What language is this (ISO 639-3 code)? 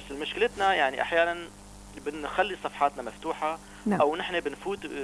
apc